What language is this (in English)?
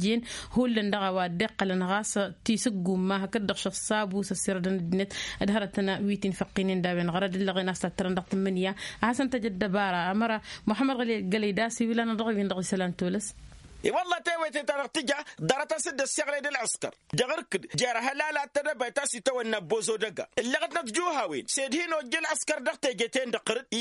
Tamasheq